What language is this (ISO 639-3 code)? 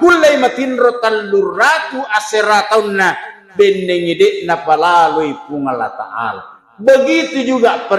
bug